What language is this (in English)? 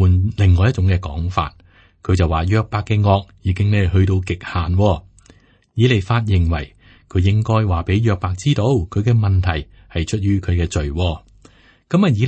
Cantonese